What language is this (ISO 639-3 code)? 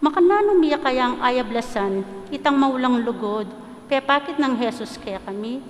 pam